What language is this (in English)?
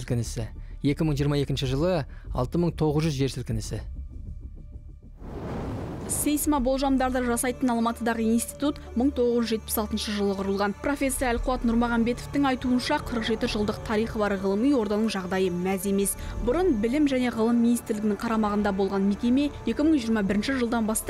Kazakh